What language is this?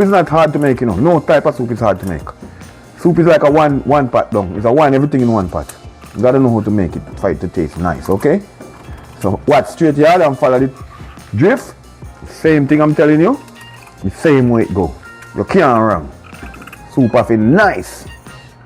Jamaican Creole English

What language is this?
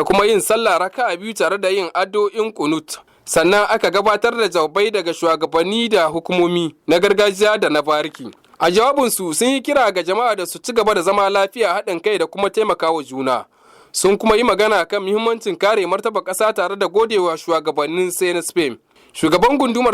Hausa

